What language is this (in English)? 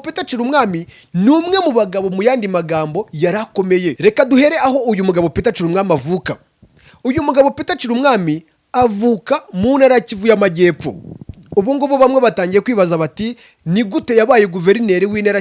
Kinyarwanda